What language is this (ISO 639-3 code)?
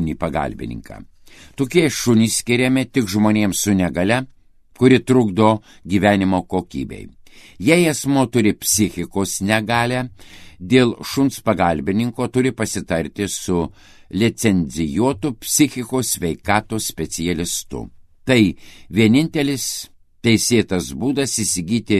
lit